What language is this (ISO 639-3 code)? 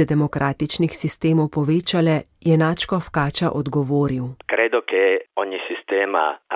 slv